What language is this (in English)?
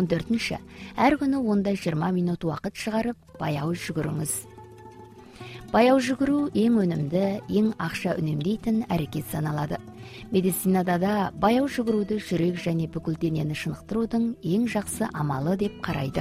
Kazakh